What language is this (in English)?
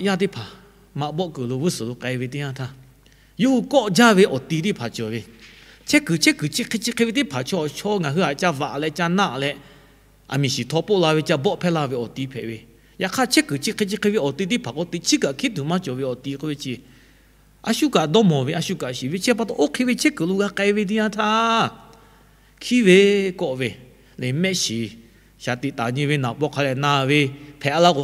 Lahu